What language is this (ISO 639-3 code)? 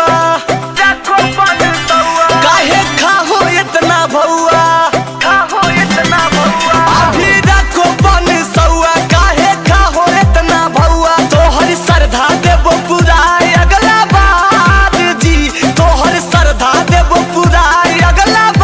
mag